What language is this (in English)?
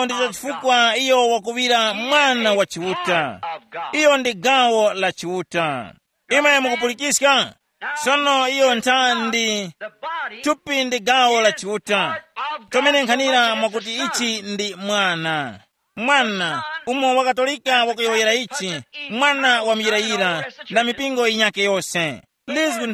Tumbuka